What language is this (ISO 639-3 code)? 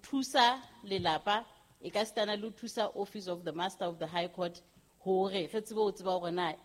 sot